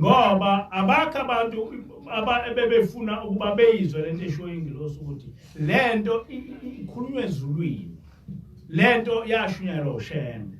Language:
Zulu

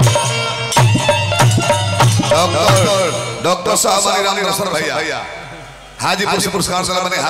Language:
Bhojpuri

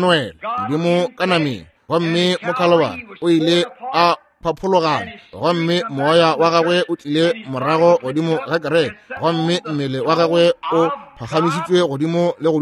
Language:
Northern Sotho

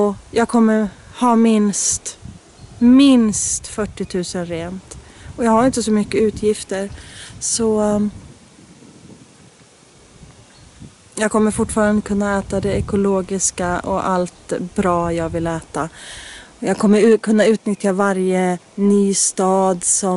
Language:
Swedish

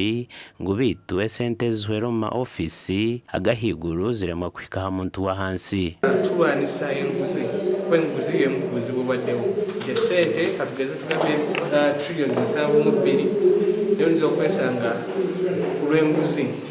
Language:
Nyankole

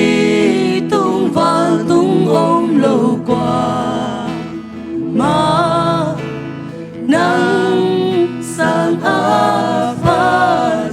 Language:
Tedim Chin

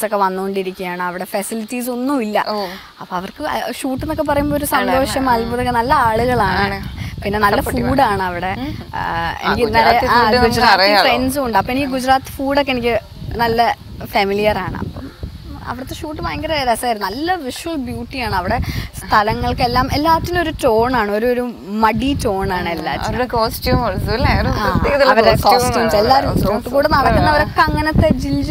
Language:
Malayalam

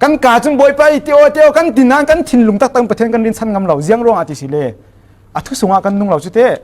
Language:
Falam Chin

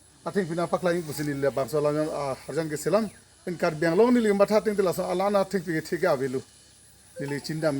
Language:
Karbi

